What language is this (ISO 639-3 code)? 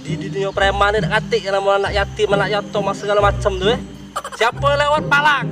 mui